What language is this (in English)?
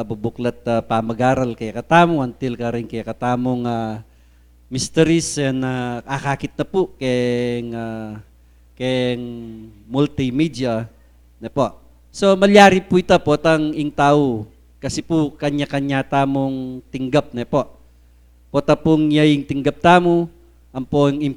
Pampanga